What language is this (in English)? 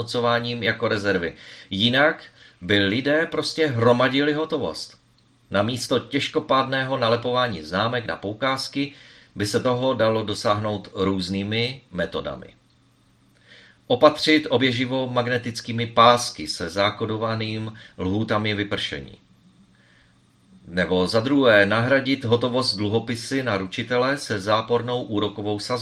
Czech